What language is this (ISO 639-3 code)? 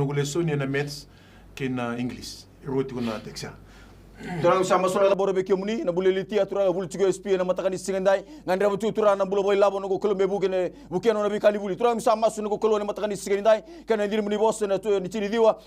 fij